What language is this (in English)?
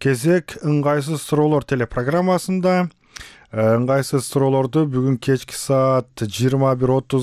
Kyrgyz